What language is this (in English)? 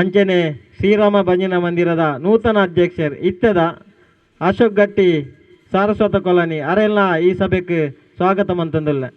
Tulu